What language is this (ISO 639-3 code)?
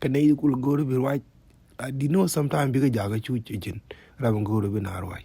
nus